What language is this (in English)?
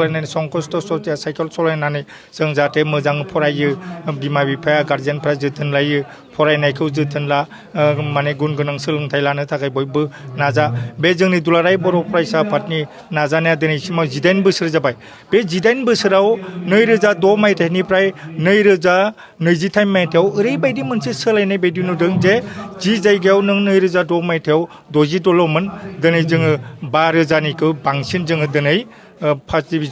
Bodo